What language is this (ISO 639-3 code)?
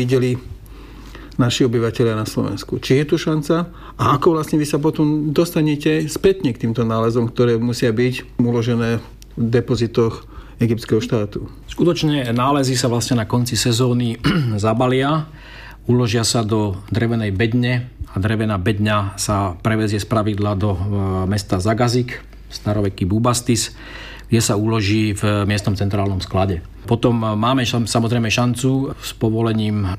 slk